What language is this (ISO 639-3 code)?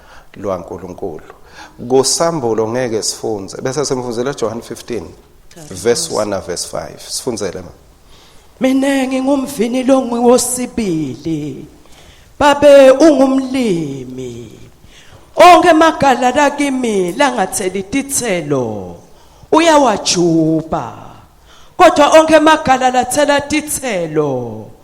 ssw